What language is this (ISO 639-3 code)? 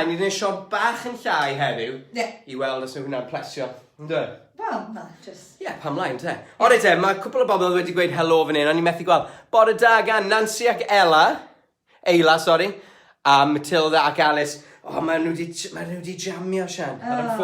cym